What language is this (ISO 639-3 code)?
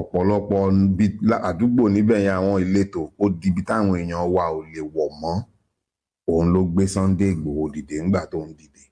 yor